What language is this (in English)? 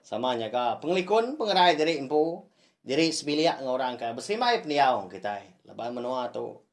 Iban